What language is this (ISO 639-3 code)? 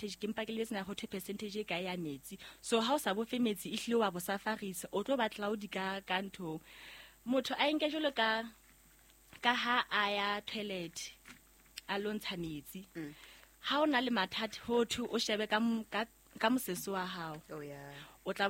sot